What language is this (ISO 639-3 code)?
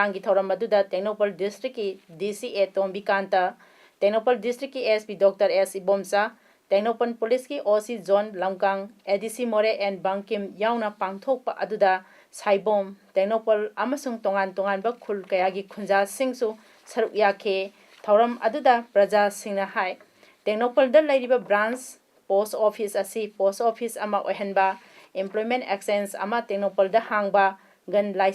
mni